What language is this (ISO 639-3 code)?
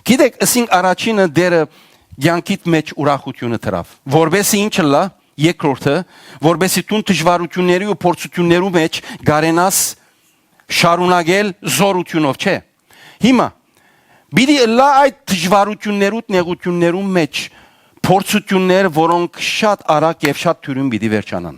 hyw